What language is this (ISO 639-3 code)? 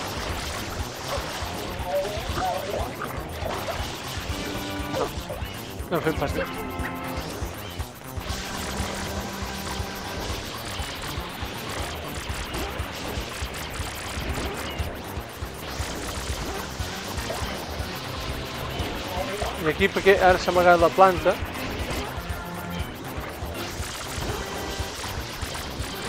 cat